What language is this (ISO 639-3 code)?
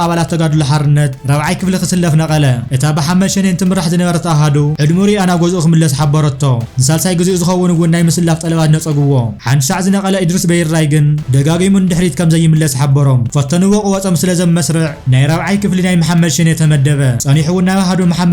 tir